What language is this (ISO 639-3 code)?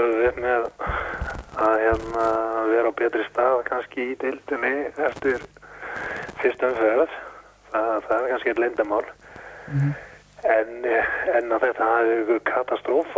isl